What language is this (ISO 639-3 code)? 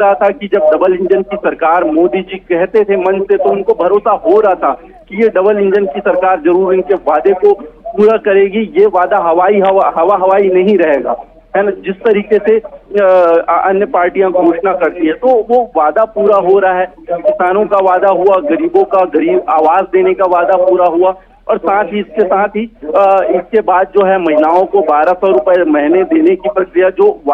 hin